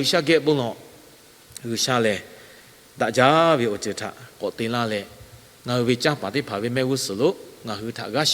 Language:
Lahu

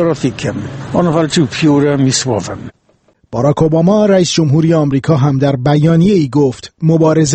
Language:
Persian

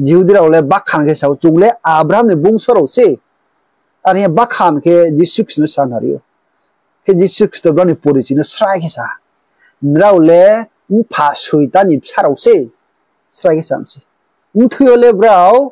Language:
Riang (India)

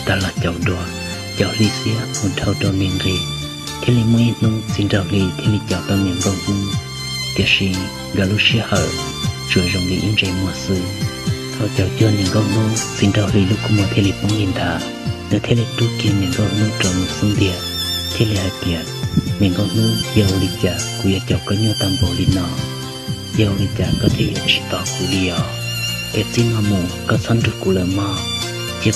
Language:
Hmong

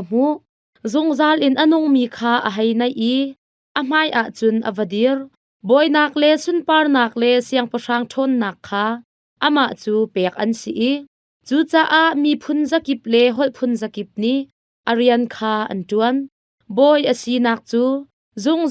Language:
Hakha Chin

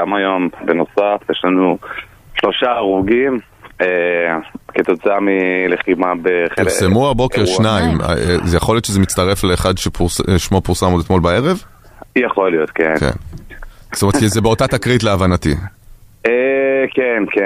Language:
Hebrew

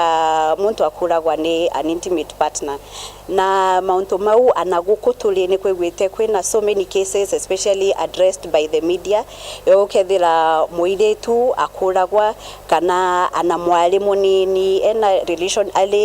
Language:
Meru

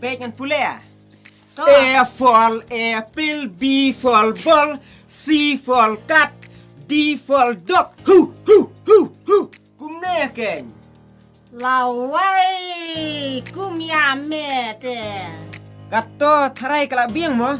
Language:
Khasi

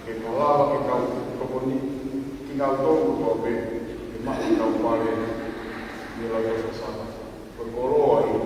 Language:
Tongan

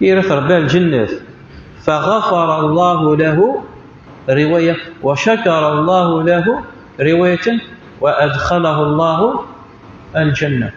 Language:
Kabyle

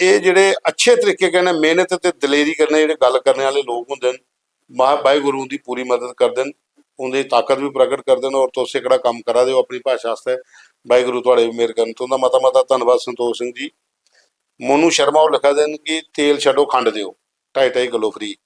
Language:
Dogri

